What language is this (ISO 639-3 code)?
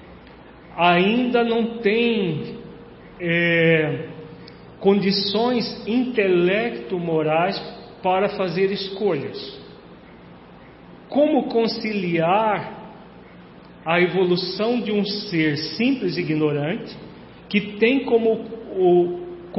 por